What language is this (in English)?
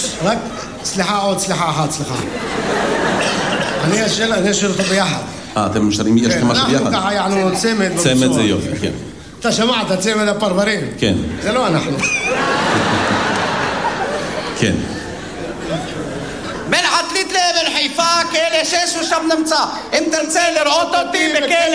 Hebrew